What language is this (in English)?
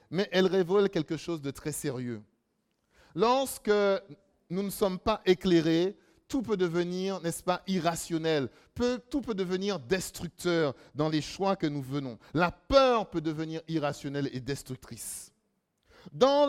French